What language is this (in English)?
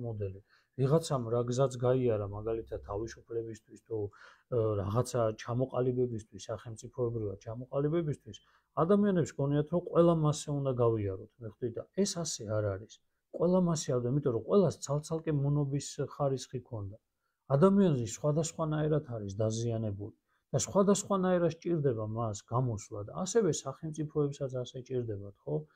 Georgian